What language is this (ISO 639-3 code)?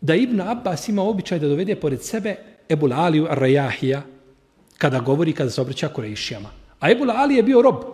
bos